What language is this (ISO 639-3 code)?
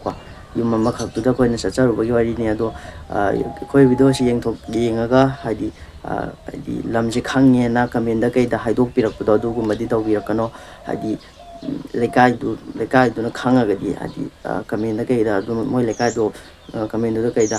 mni